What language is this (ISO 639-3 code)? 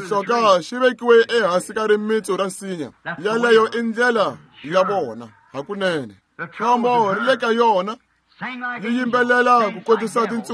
tso